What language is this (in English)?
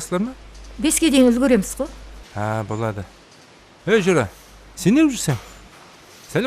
Kara-Kalpak